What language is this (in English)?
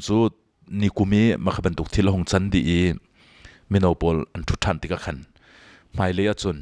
Hakha Chin